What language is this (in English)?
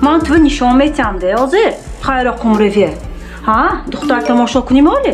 Tajik